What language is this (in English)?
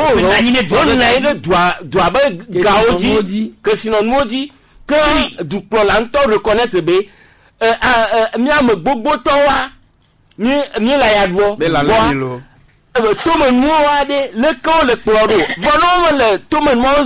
Gen